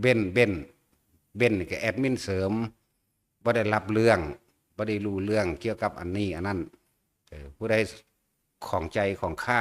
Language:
Northeastern Thai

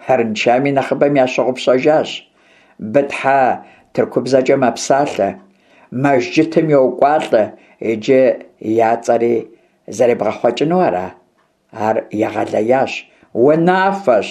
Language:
Kabardian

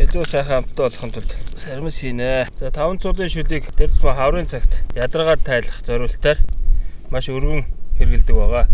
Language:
Mongolian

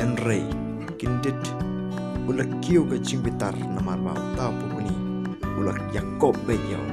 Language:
Khasi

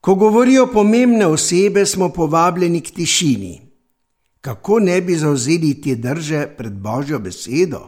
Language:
Slovenian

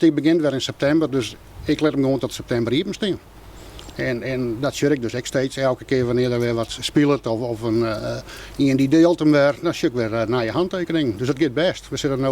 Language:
Western Frisian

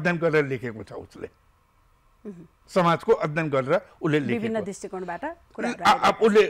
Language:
Nepali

